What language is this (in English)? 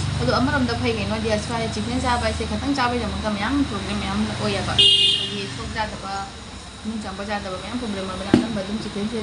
Manipuri